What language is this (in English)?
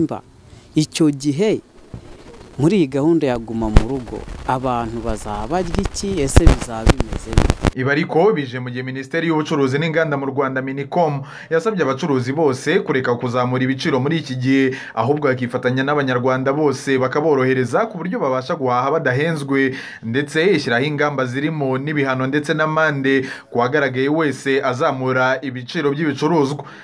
Kinyarwanda